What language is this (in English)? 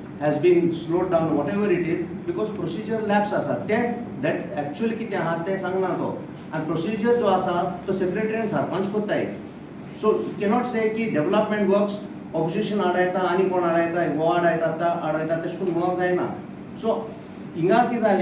Konkani